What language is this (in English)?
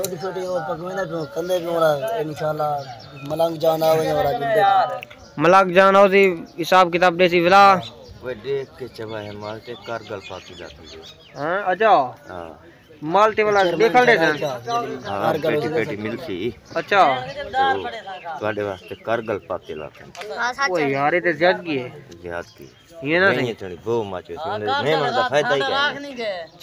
Saraiki